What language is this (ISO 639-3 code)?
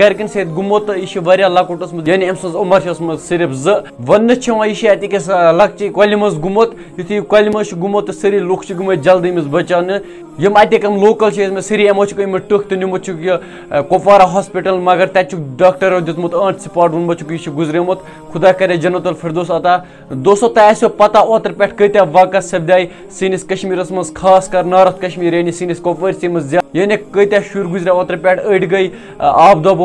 kas